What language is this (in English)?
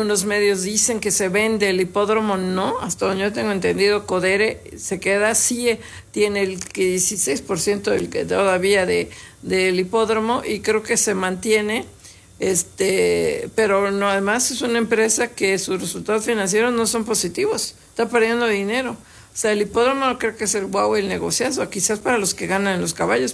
Spanish